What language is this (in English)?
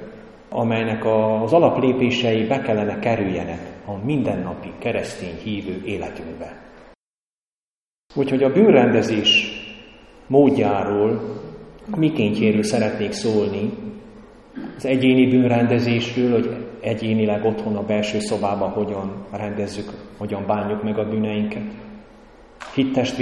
Hungarian